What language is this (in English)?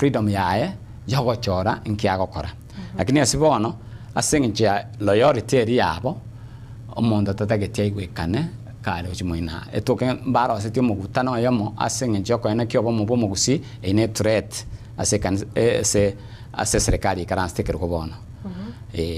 Gusii